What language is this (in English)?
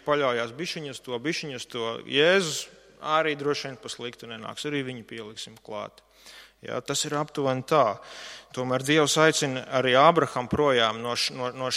Latvian